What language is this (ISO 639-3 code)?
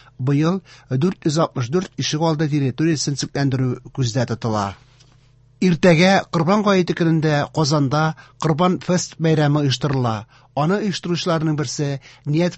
tat